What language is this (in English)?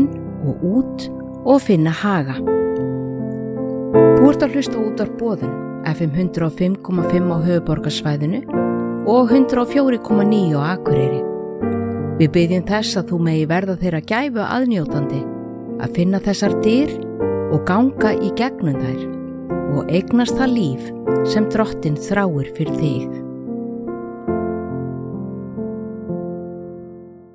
Icelandic